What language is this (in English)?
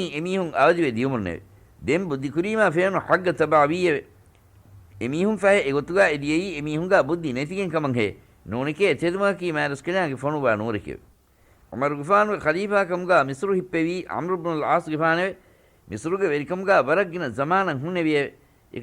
Divehi